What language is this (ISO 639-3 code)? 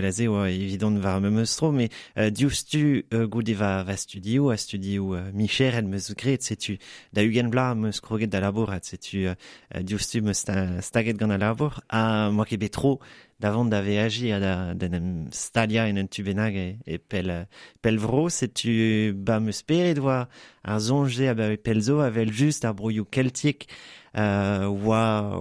bre